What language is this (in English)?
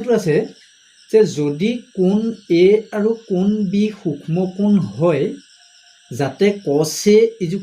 Assamese